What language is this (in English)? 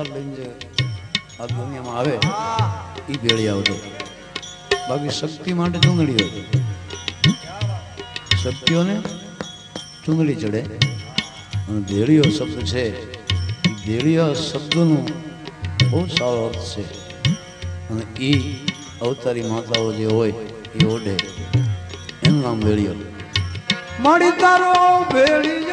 Gujarati